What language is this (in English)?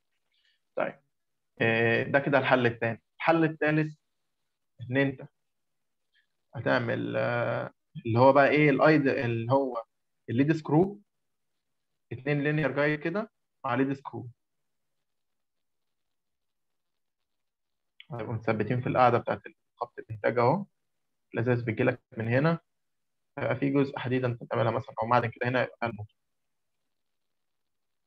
Egyptian Arabic